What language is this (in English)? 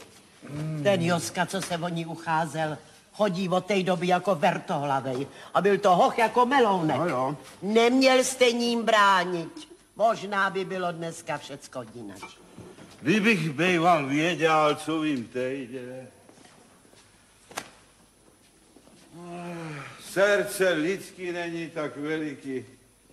Czech